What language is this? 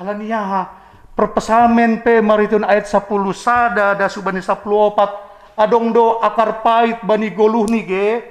Batak Simalungun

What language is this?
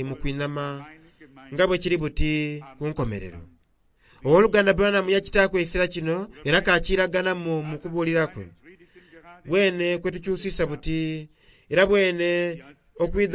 Soga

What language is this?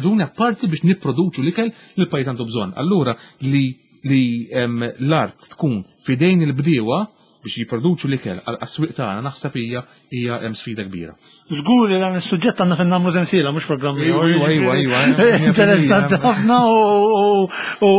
Maltese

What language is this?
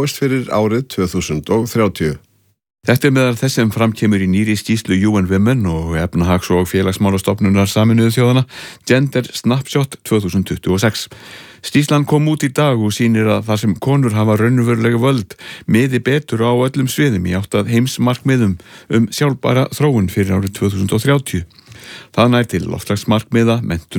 Icelandic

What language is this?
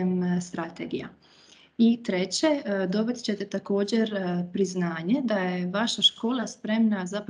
Croatian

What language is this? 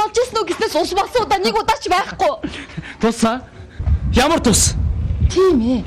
Mongolian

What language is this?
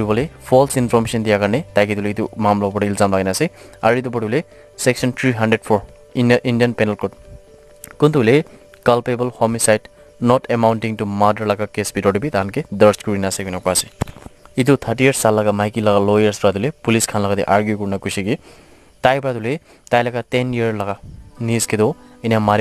Naga Pidgin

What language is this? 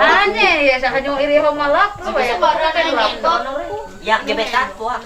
Ma'anyan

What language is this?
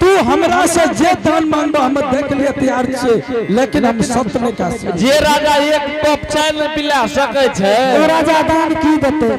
Angika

